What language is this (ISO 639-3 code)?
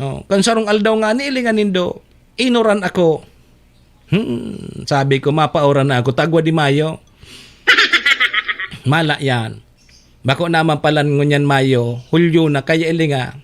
bik